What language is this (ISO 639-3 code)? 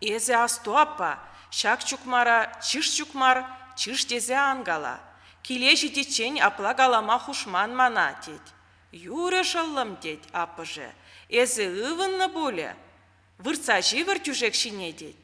chv